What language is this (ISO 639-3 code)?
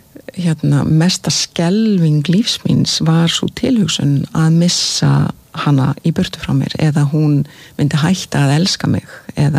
isl